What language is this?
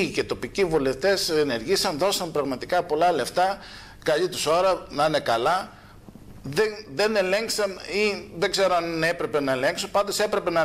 Greek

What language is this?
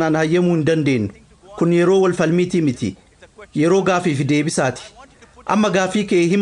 Oromo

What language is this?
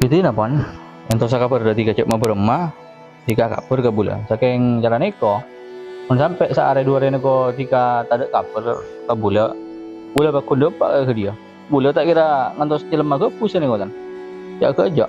Madurese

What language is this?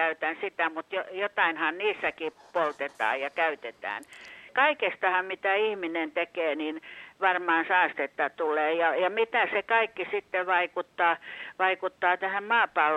Finnish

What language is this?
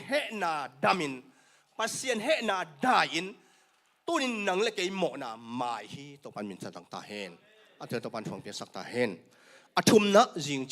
Tedim Chin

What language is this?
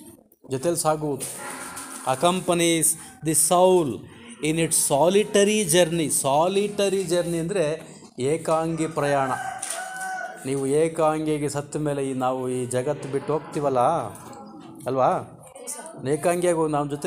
Kannada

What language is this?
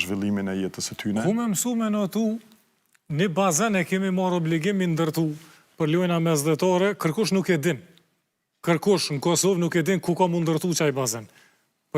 Albanian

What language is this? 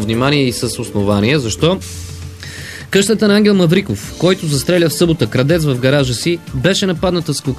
Bulgarian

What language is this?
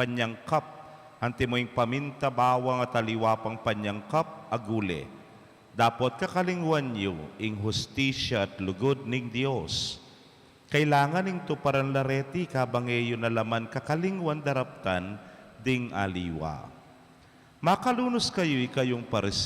Pampanga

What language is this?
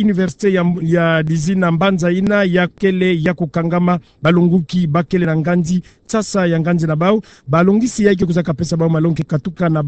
Kituba (Democratic Republic of Congo)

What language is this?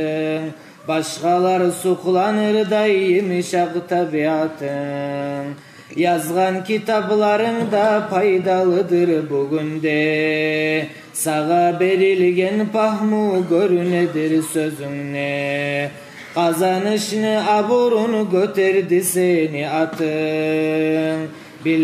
Kumyk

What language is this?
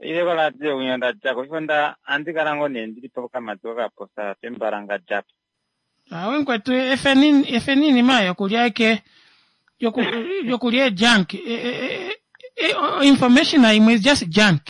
Kuanyama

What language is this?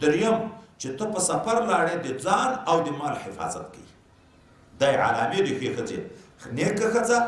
Pashto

